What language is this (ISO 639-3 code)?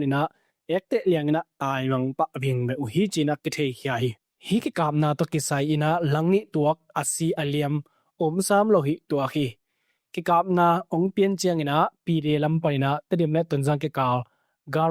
ctd